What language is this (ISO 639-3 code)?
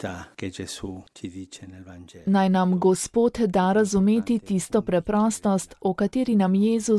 slv